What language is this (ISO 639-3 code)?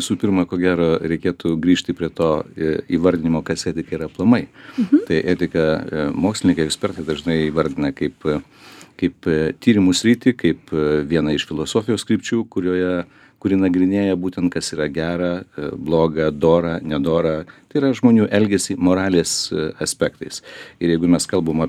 lit